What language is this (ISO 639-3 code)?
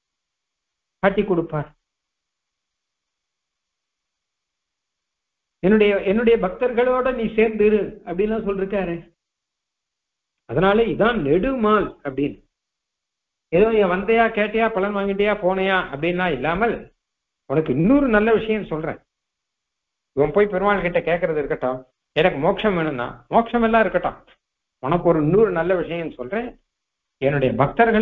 tam